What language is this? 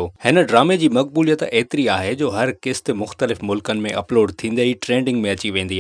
Sindhi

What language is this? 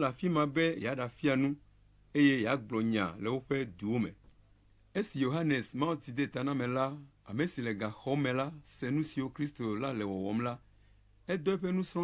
Ewe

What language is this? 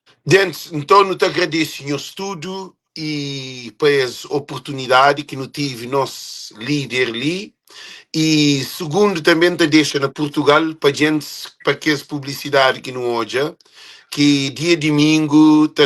Kabuverdianu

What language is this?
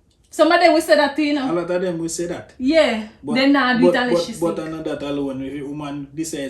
Jamaican Creole English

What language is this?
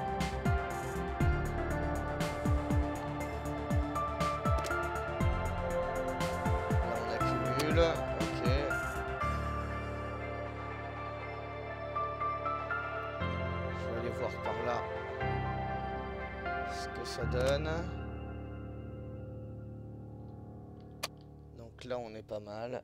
French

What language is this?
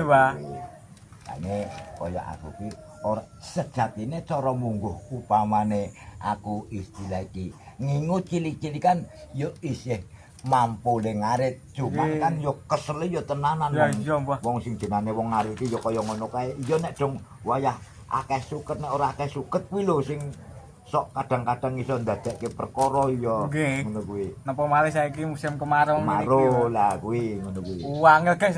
Javanese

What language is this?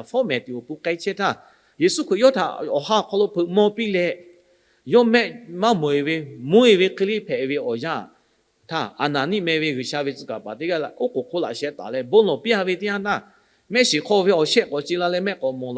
Lahu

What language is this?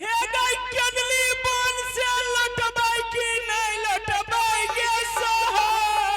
Angika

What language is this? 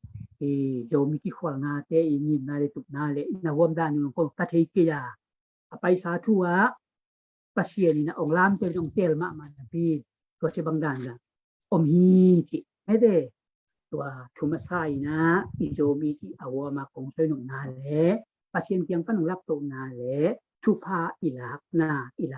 Tedim Chin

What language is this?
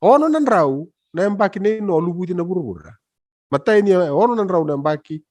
Fijian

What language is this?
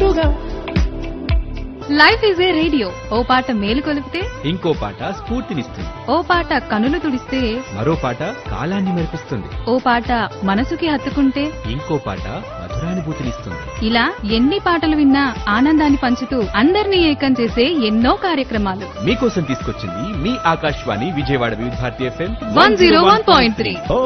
Telugu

